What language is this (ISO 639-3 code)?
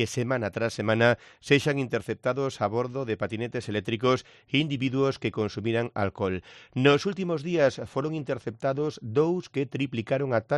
glg